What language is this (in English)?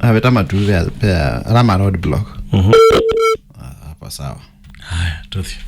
Kamba